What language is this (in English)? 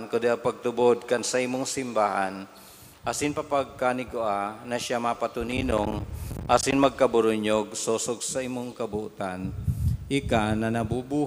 Bikol